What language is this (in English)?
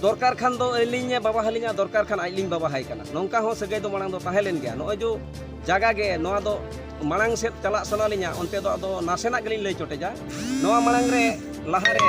Santali